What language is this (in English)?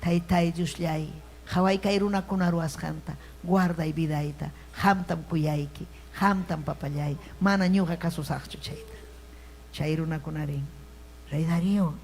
Ayacucho Quechua